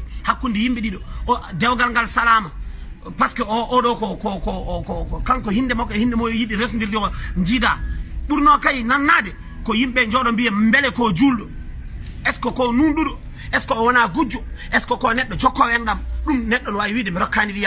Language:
Fula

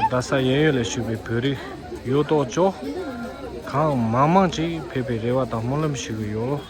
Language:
Tibetan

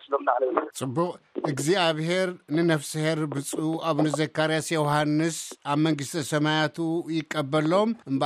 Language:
Tigrinya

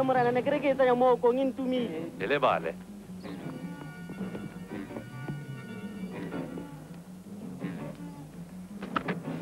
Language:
Afrikaans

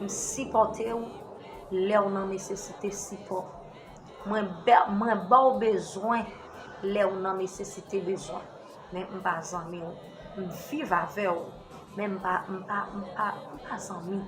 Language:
Haitian Creole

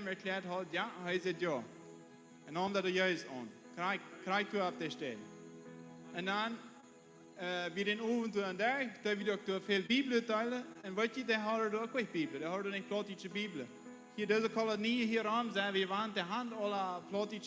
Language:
Plautdietsch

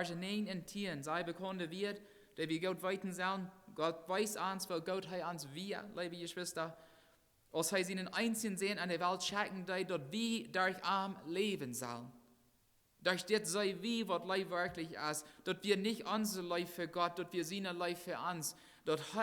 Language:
Plautdietsch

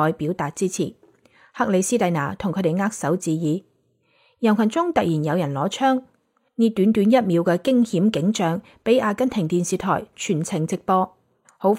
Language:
Cantonese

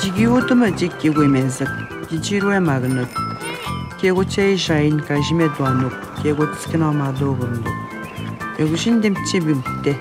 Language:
Atikamekw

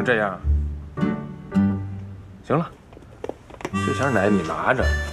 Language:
Chinese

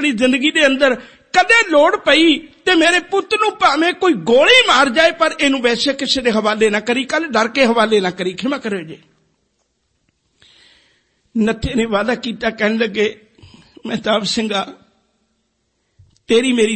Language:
Punjabi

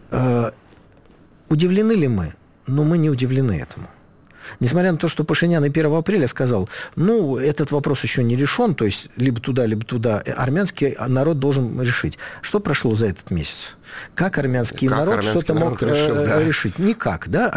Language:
Russian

